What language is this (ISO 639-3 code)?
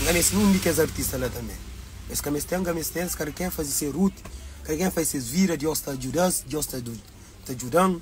kea